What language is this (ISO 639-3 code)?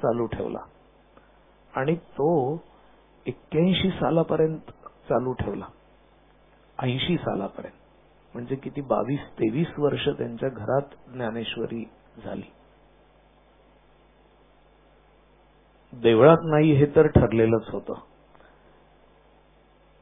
mar